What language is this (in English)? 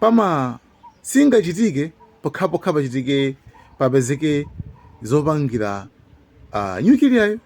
Nyanja